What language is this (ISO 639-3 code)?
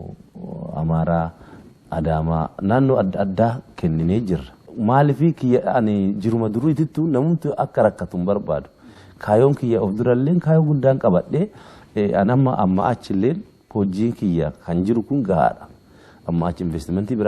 orm